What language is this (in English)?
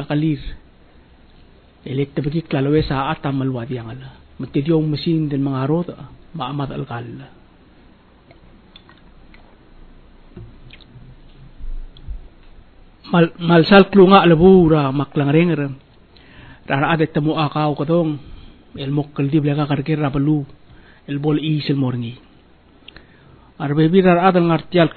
Palauan